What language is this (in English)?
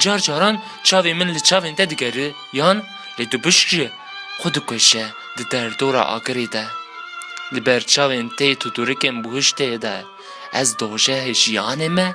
Kurdish